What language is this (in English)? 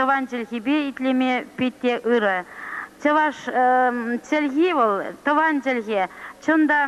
Chuvash